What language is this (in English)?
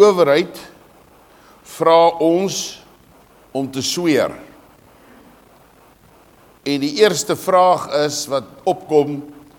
Afrikaans